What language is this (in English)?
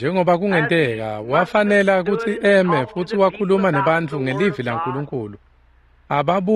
Swati